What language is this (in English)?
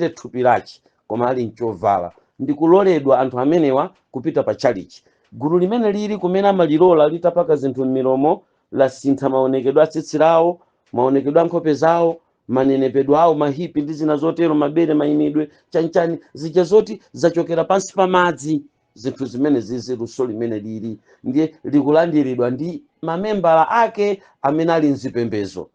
Nyanja